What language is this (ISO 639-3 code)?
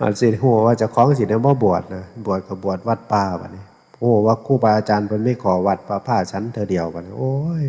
tts